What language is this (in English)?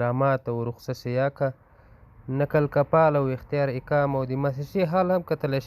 Pashto